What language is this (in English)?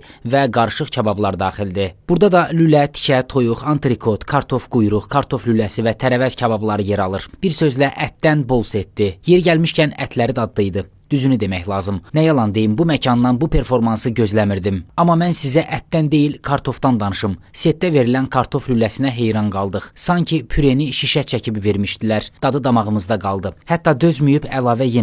Azerbaijani